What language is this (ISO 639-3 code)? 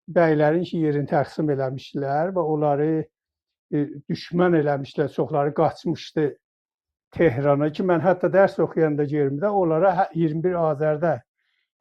azb